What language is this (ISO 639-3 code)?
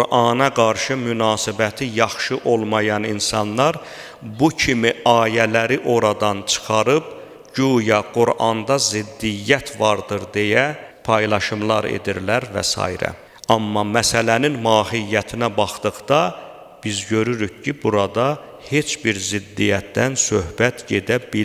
aze